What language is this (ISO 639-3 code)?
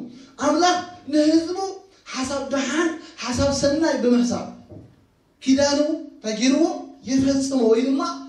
tir